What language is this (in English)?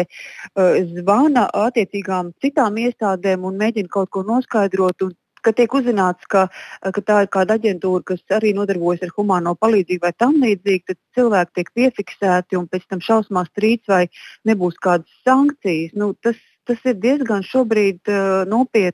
Latvian